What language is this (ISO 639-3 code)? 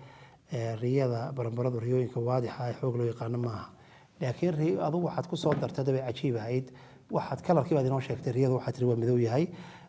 som